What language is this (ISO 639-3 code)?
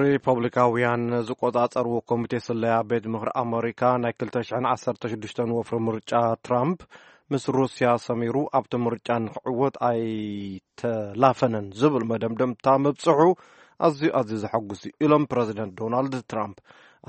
tir